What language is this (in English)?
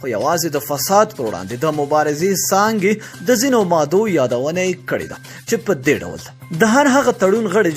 Pashto